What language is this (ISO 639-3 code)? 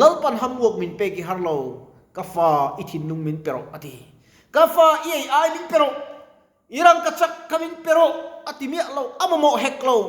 lus